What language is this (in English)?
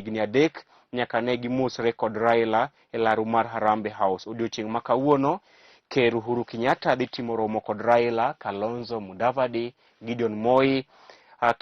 Luo (Kenya and Tanzania)